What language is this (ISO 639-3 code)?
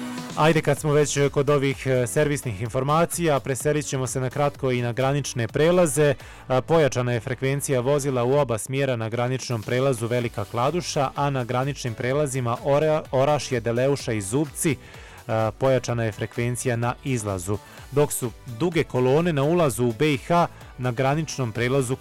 bos